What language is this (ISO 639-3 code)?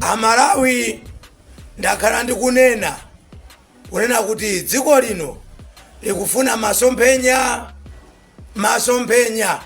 nya